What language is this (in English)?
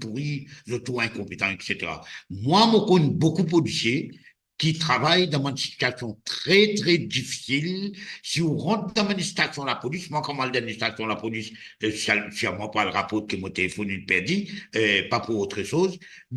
Morisyen